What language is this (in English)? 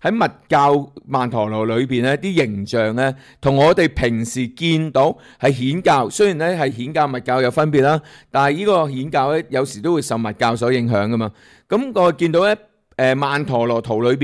Cantonese